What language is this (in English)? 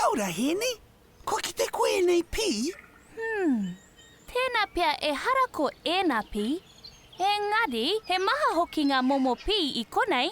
Māori